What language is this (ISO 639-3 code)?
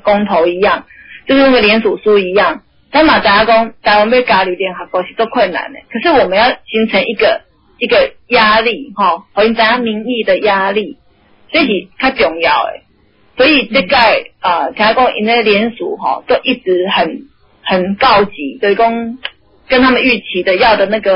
nan